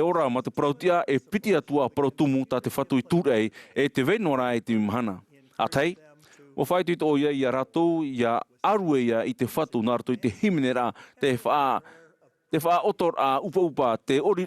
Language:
Tahitian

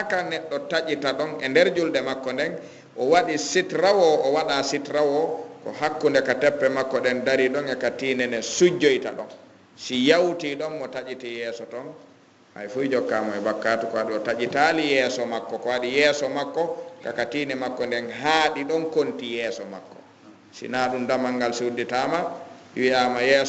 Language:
Fula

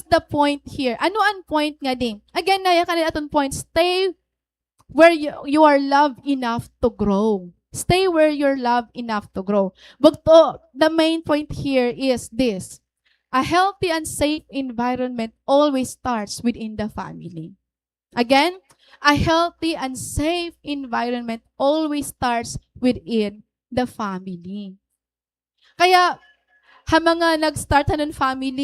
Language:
Waray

